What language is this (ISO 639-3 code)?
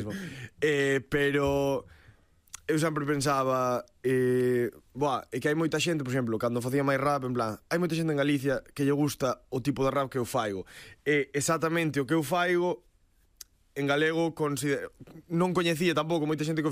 glg